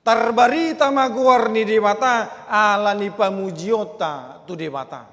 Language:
Batak Toba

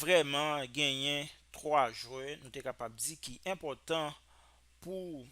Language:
Haitian Creole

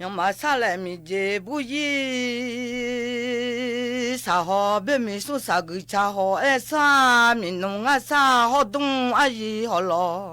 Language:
Akha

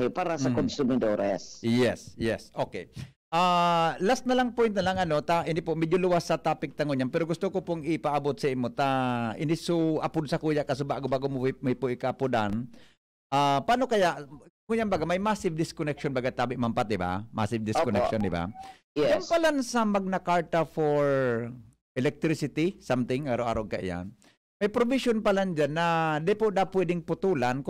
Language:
Bikol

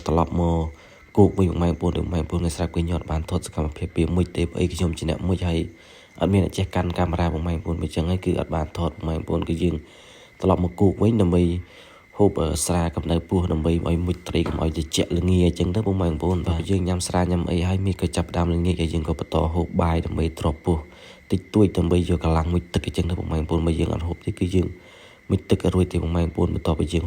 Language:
Khmer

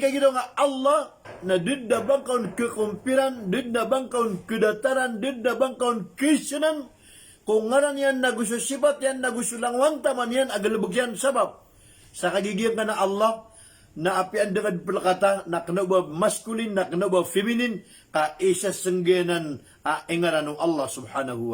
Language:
Maranao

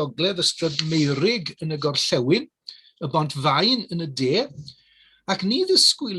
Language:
Welsh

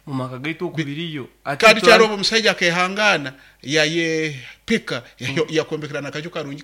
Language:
Nyoro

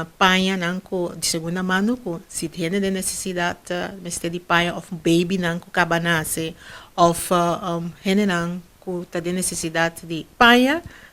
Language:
Papiamento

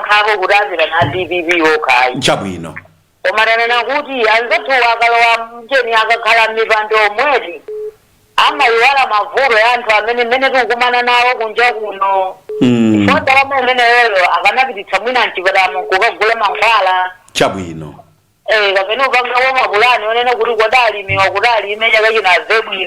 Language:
Nyanja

